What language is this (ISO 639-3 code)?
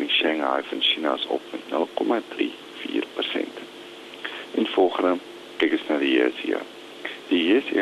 afr